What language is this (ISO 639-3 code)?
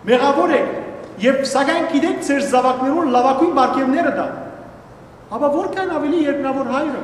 hyw